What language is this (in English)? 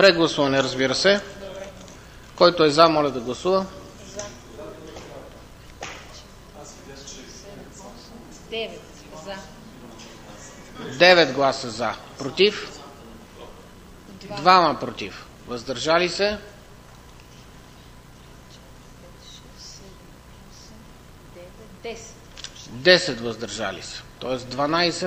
Bulgarian